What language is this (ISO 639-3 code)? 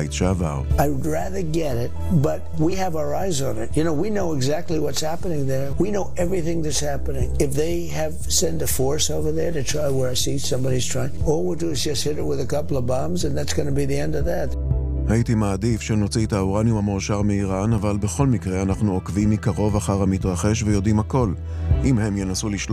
heb